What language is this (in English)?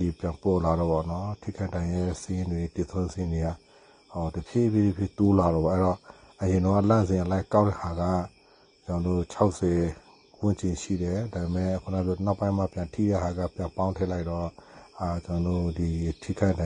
Burmese